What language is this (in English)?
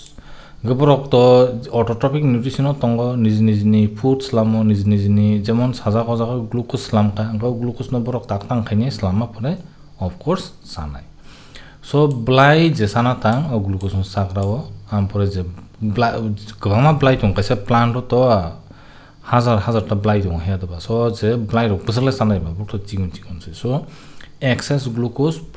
Kok Borok